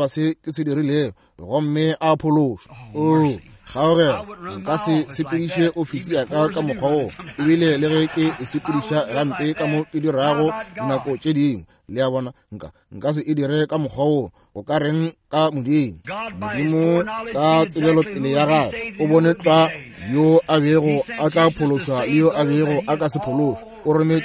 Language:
Northern Sotho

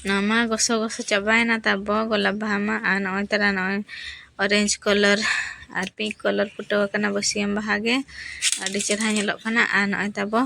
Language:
Santali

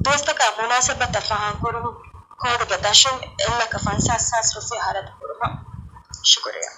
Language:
Divehi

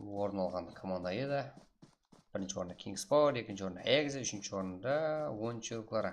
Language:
Kara-Kalpak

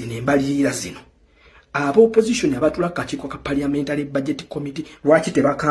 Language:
Ganda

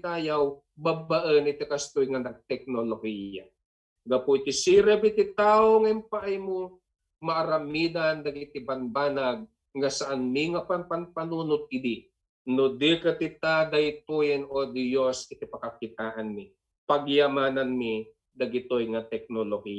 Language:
Iloko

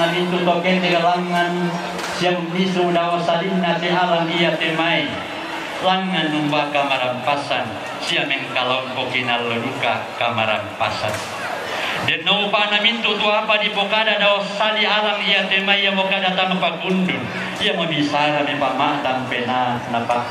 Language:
Toraja-Sa'dan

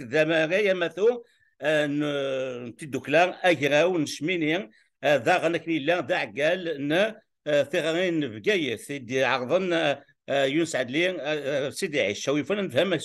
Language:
Kabyle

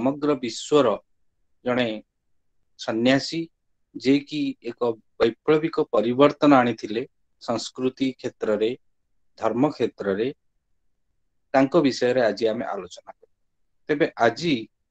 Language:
Odia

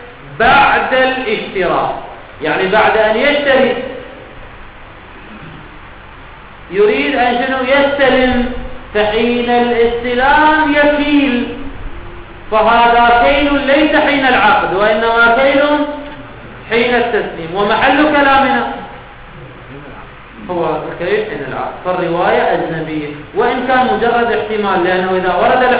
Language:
Arabic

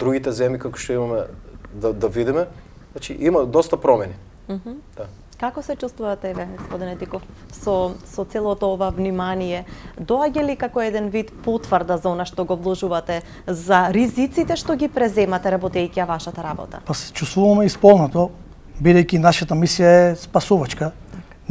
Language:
Macedonian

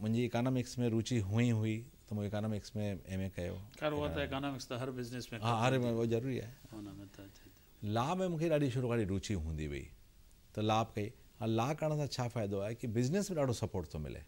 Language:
Sindhi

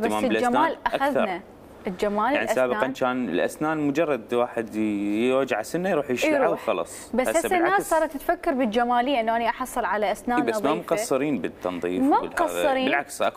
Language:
Mesopotamian Arabic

